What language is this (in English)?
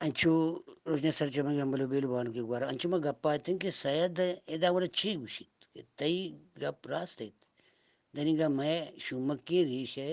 Eastern Balochi